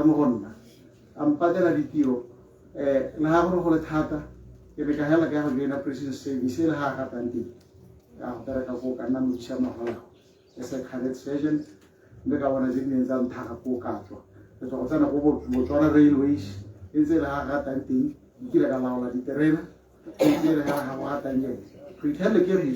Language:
Tswana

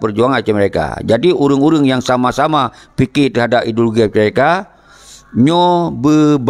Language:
Achinese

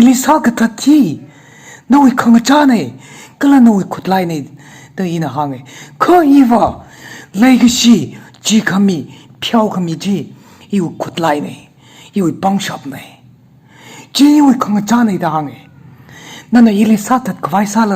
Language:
Tangkhul Naga (India)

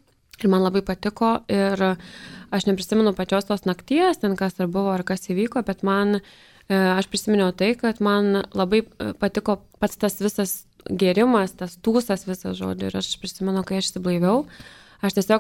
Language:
Lithuanian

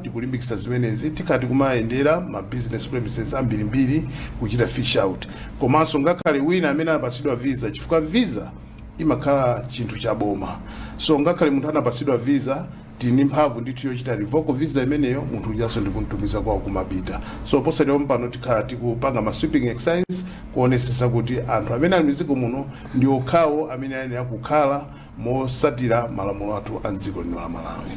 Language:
Nyanja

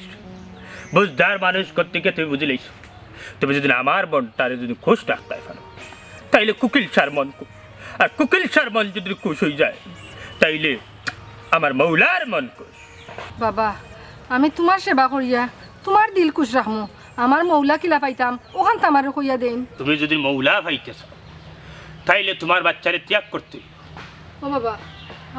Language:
Sylheti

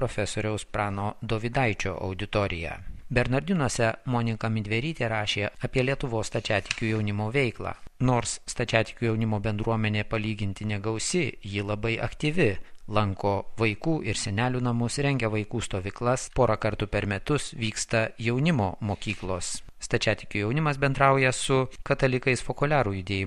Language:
Lithuanian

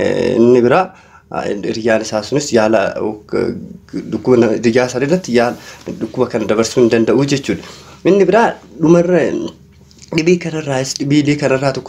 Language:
Oromo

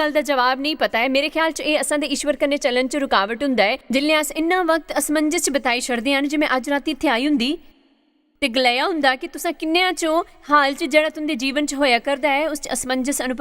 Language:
Dogri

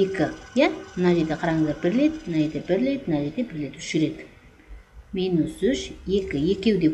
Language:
Kyrgyz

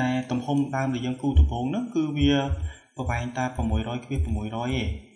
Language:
Khmer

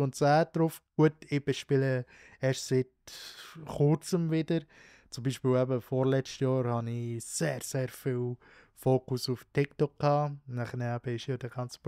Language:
Swiss German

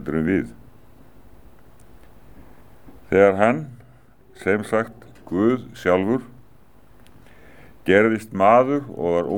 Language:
Icelandic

